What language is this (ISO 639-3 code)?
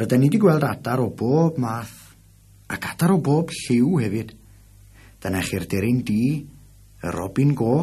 cym